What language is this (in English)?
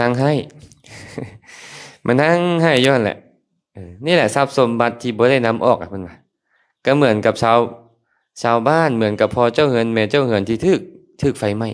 Lao